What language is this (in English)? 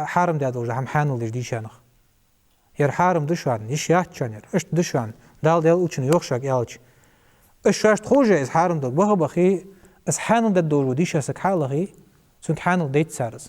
Ingush